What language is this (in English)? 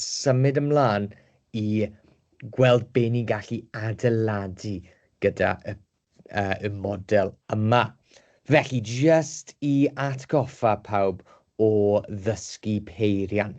Welsh